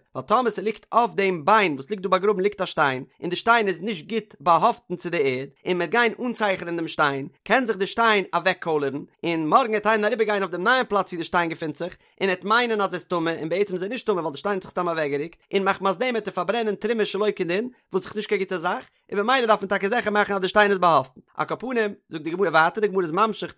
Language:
Yiddish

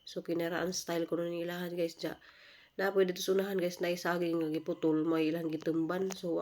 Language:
Cebuano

